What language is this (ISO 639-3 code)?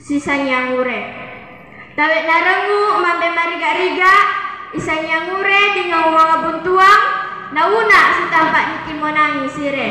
sxn